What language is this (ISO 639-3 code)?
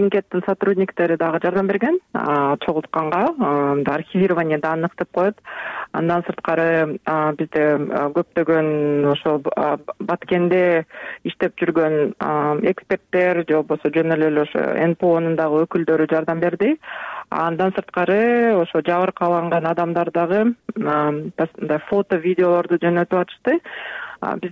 kir